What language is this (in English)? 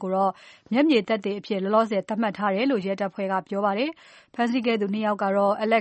Burmese